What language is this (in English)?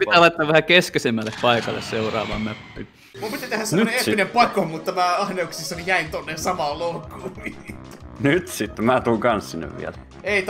Finnish